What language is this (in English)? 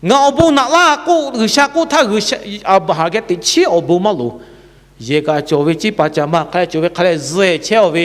Lahu